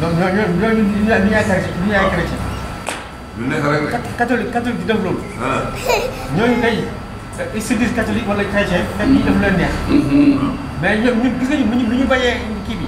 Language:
Wolof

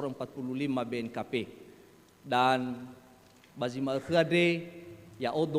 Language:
Nias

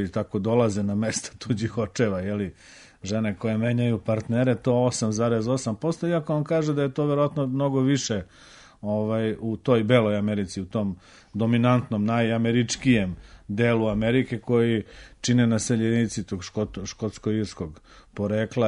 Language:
Serbian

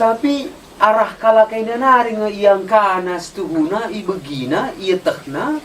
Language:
Batak Karo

